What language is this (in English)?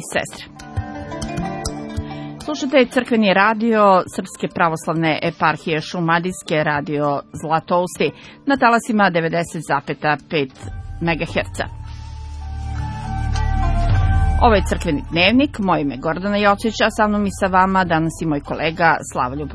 Serbian